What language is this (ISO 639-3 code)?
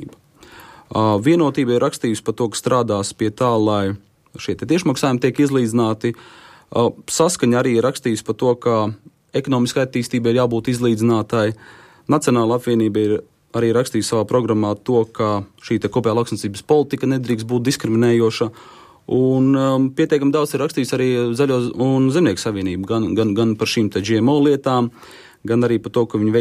lav